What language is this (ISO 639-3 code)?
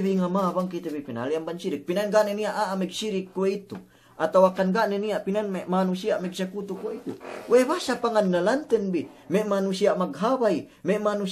yka